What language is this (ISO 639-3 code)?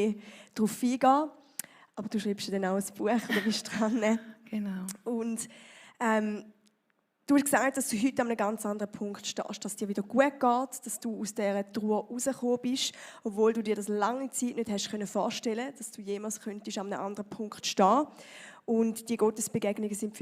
gsw